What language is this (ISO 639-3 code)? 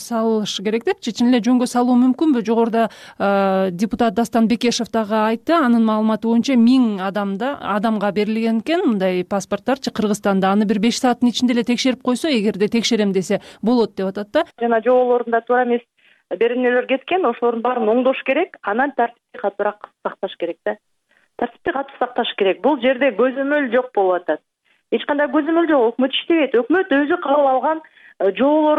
kir